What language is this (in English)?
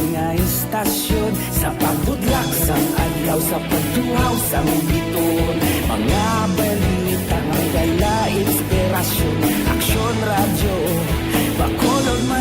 Hiligaynon